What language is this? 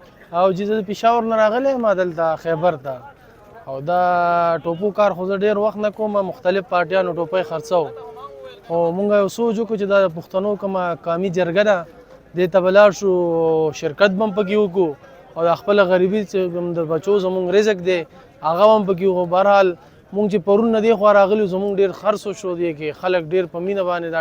Pashto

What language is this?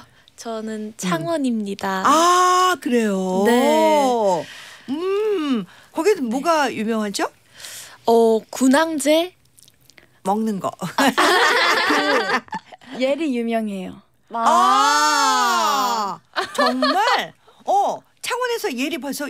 Korean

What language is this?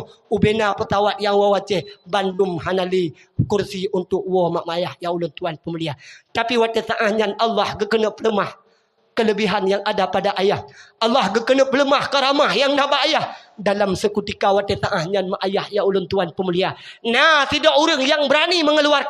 Achinese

